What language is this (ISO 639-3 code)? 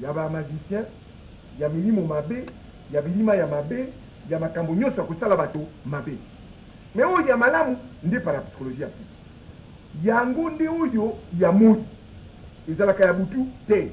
lin